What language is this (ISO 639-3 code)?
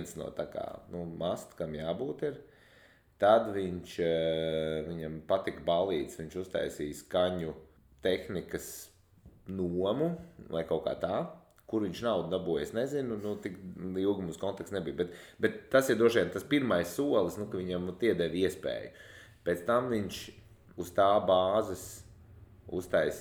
lav